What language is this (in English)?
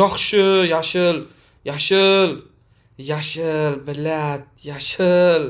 Uzbek